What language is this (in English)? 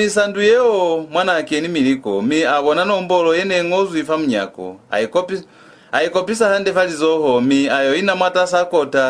Lozi